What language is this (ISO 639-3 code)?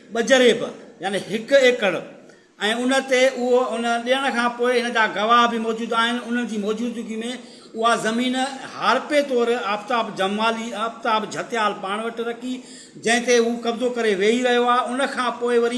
snd